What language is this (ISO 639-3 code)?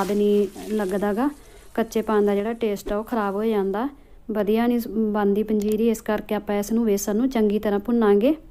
pan